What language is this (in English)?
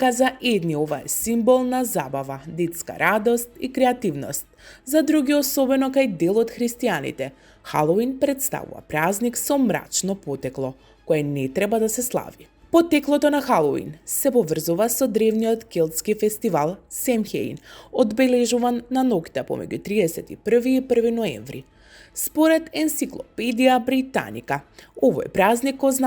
Macedonian